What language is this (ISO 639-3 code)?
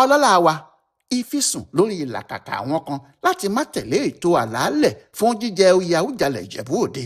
yor